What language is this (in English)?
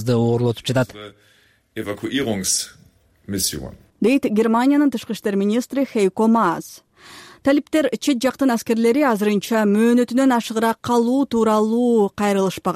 Kyrgyz